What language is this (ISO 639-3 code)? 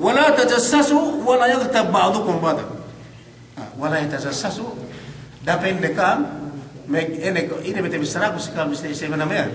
yka